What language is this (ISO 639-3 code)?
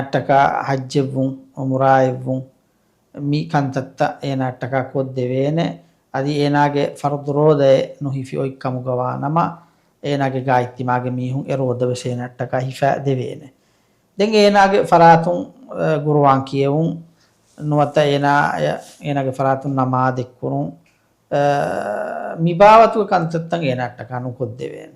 div